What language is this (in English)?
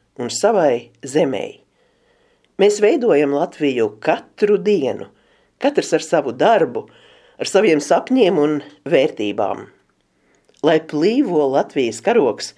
Latvian